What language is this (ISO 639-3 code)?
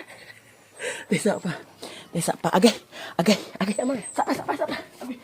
ceb